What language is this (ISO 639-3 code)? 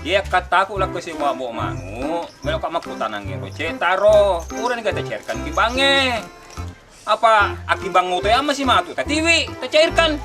bug